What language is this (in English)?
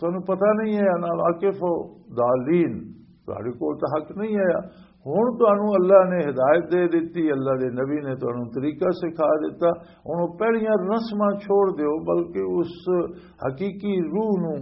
Western Panjabi